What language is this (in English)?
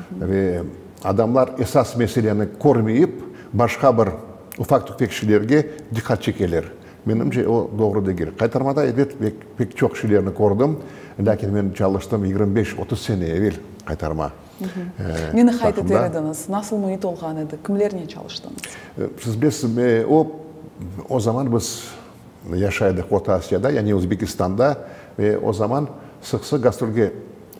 Crimean Tatar